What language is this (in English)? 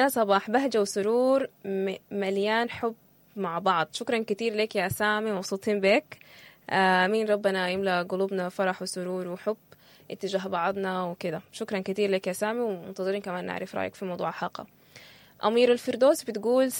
Sudanese Arabic